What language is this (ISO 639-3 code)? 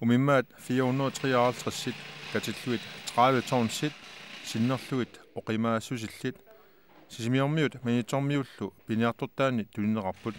kal